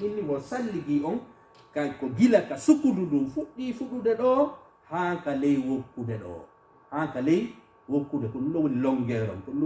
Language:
Fula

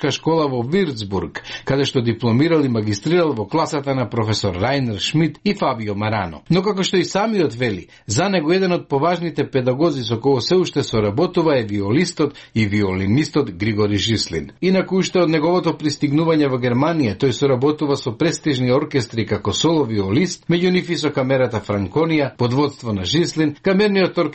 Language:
Macedonian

